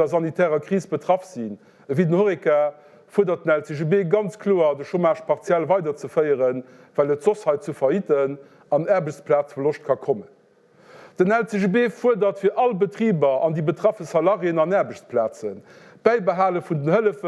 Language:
Luxembourgish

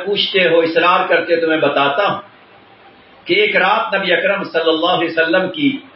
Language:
Urdu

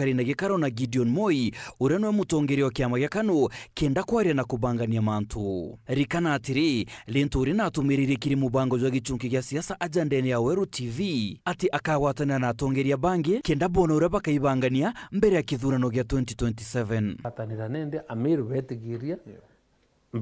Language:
Meru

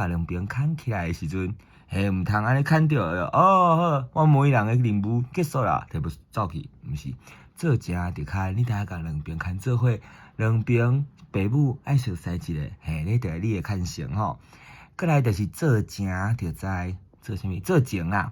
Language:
Min Nan Chinese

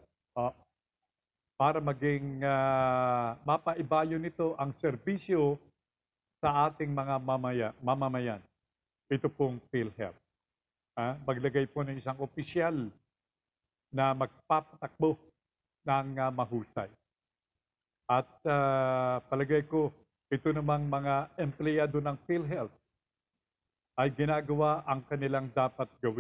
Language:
Filipino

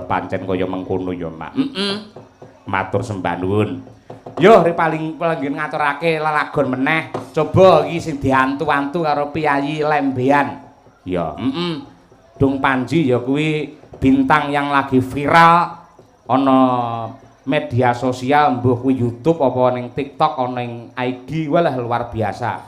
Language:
Javanese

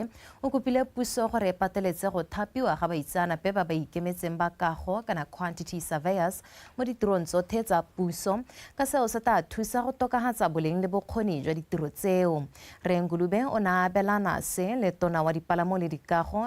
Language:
Tswana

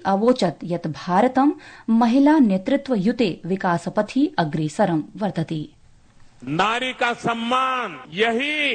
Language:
Sanskrit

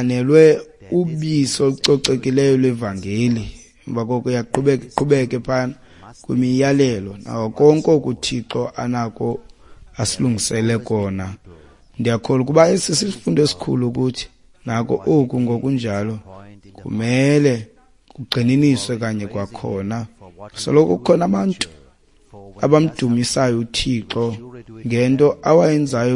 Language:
Xhosa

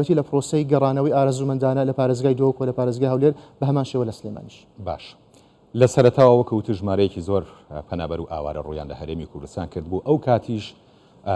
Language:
Central Kurdish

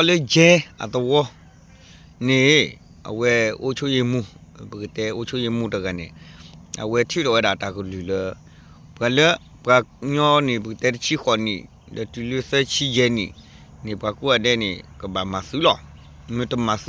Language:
S'gaw Karen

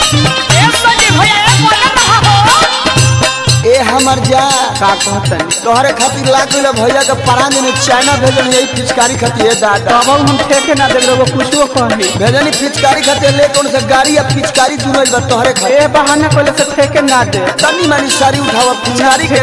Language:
Bhojpuri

